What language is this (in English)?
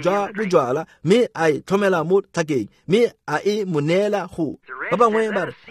Tswana